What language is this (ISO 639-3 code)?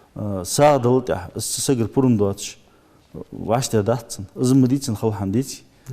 inh